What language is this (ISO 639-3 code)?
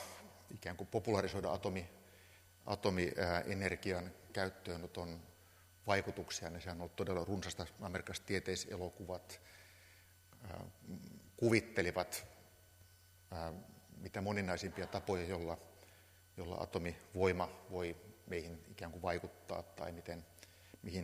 fin